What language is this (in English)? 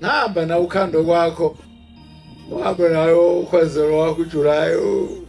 Zulu